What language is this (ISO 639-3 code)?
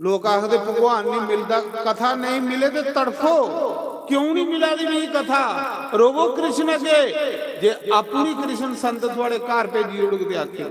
doi